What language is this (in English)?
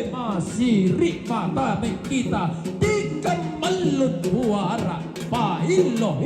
Toraja-Sa'dan